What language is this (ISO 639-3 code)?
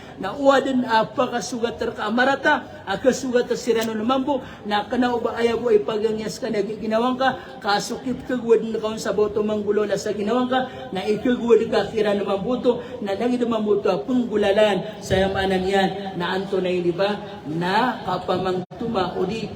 mrw